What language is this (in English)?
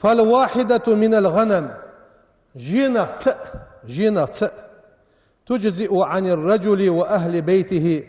Ingush